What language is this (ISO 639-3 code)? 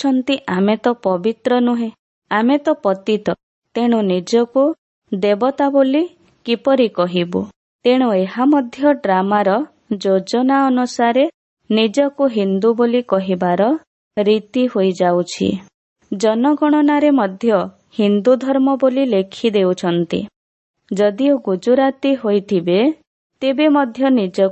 ori